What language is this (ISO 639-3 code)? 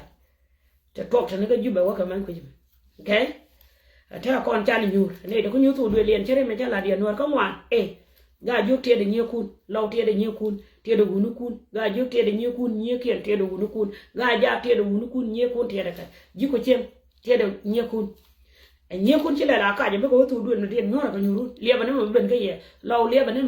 nus